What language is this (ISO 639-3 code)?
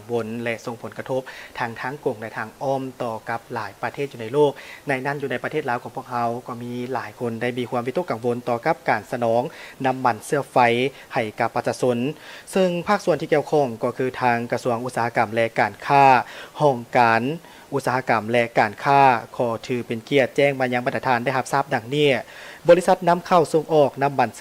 lao